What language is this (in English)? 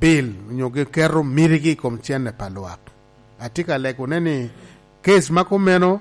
Lango (Uganda)